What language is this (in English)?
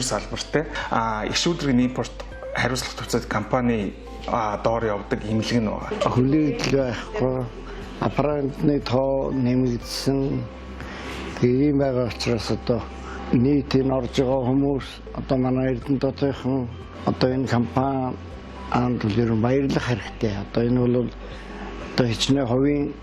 Mongolian